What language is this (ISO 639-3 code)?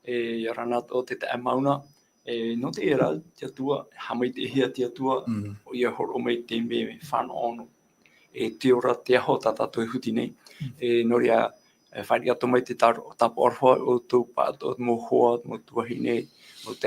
tah